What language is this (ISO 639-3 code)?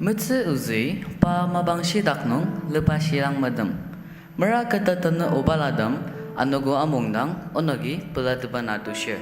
njo